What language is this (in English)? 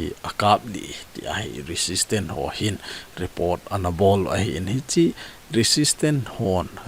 Thado Chin